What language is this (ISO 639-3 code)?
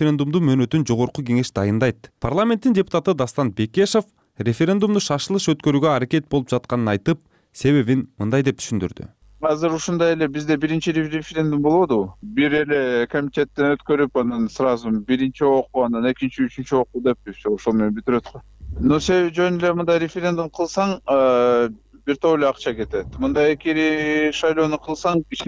kir